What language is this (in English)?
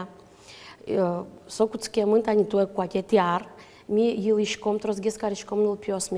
Udmurt